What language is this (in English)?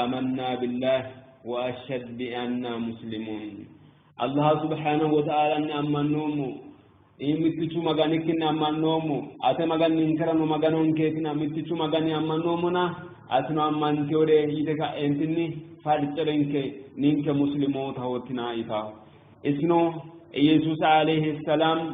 Sidamo